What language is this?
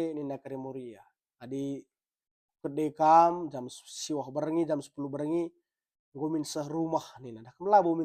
Batak Karo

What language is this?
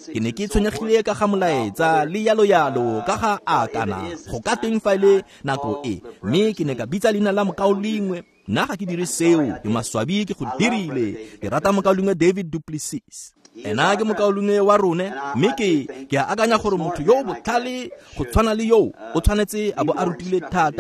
Tswana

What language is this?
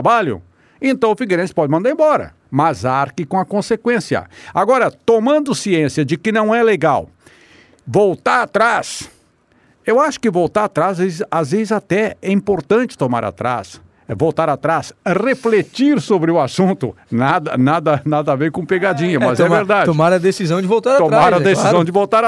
Portuguese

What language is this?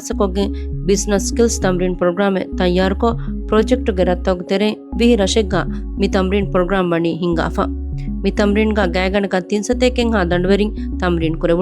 Divehi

